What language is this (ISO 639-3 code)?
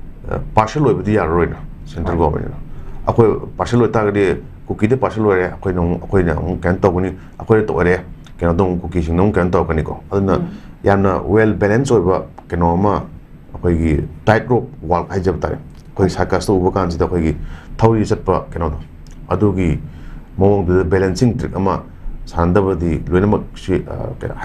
mni